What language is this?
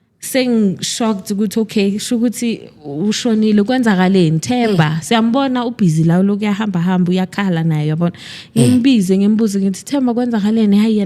Zulu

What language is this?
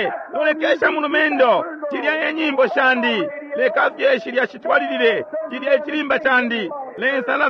Bemba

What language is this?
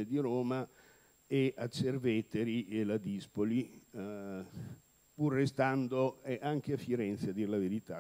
Italian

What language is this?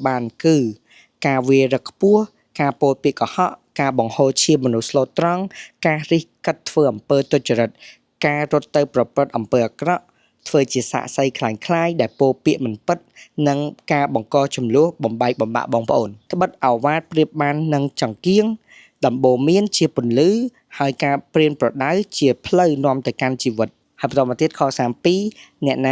Khmer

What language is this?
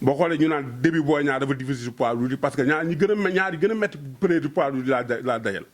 Wolof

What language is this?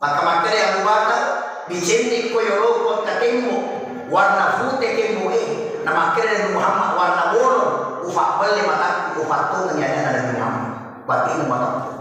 Buginese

